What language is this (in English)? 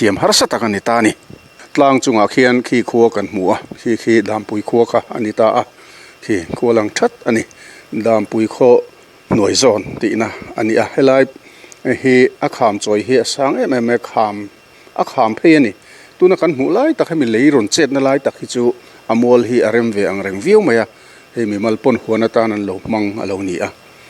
Mizo